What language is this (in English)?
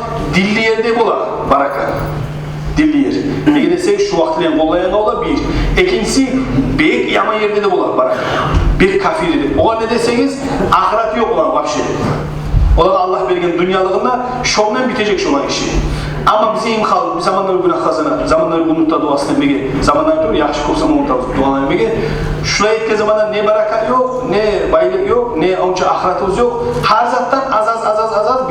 Kumyk